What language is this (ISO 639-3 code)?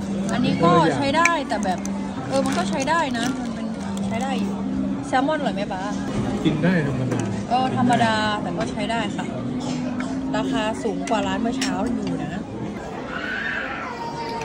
tha